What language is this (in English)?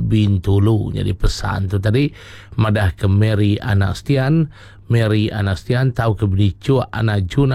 Iban